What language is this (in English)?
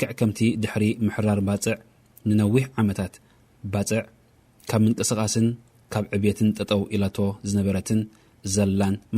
Tigrinya